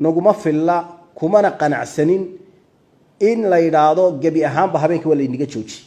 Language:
Somali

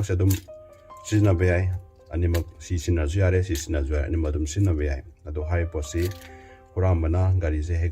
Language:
Manipuri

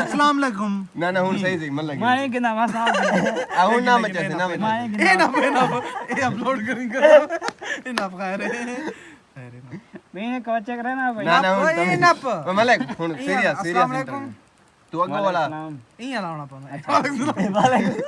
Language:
Saraiki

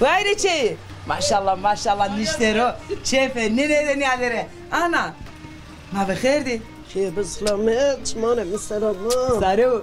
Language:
Zaza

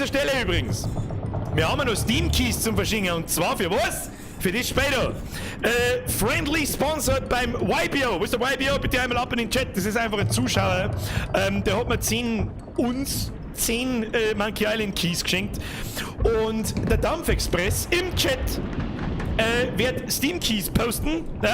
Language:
Bavarian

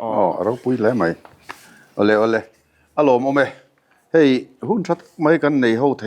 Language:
Mizo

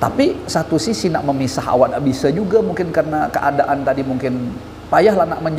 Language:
Banjar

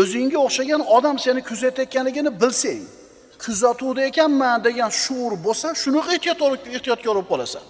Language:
Uzbek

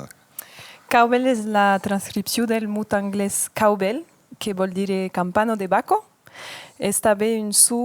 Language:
Occitan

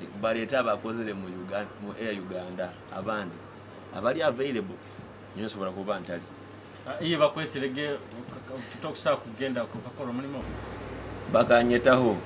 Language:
Nyoro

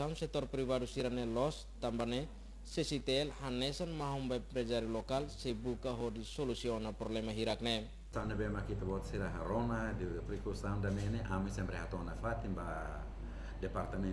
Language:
Tetum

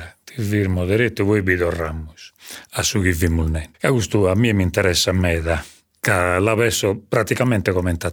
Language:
Sardinian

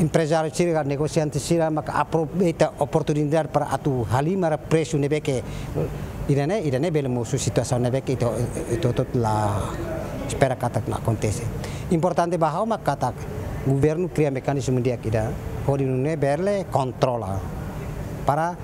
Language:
Tetum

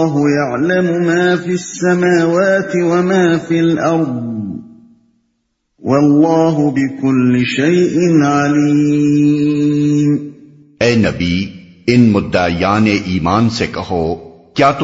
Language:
Urdu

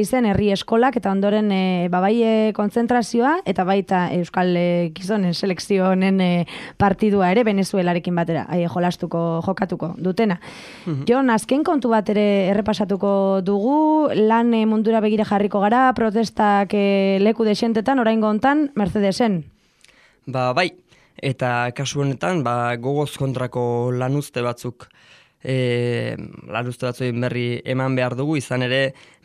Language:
Basque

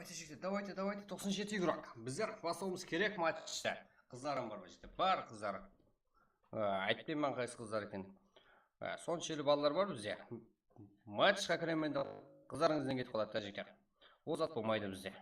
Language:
Kara-Kalpak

